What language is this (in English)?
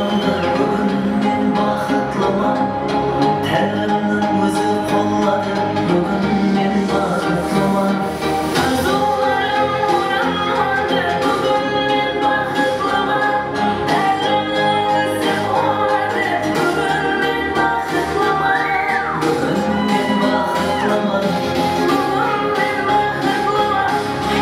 Kara-Kalpak